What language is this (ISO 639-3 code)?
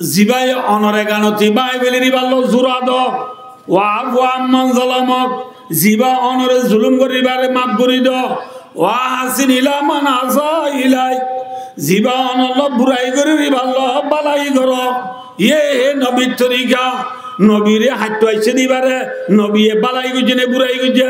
rhg